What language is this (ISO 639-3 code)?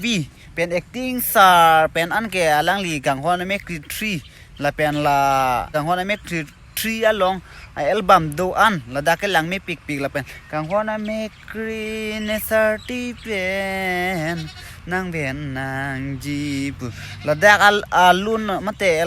mjw